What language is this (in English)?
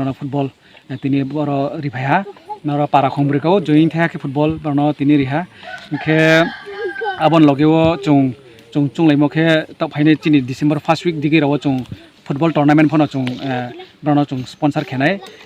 Riang (India)